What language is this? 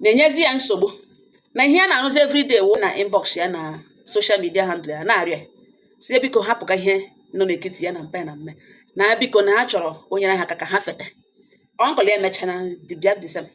Igbo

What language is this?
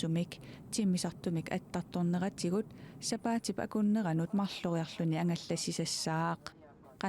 Kalaallisut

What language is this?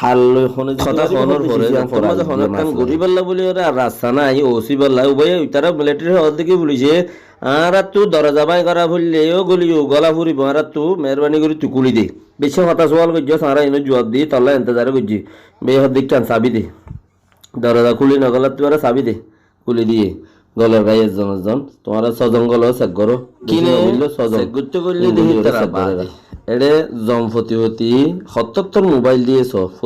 Rohingya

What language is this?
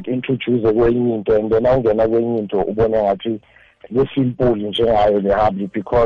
South Ndebele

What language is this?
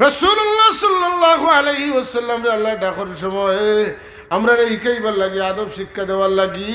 Sylheti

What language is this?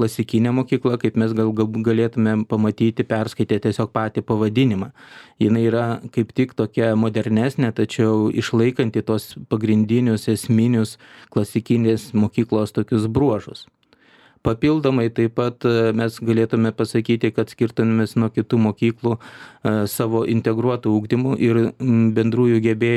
Lithuanian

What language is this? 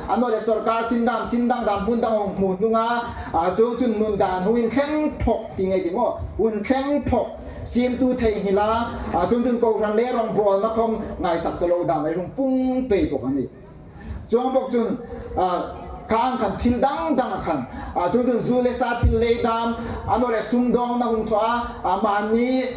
Hmar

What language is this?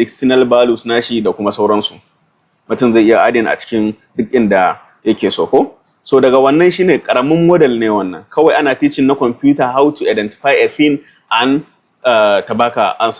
Hausa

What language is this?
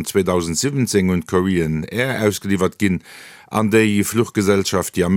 Luxembourgish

